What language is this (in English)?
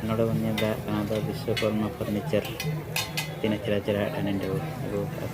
Santali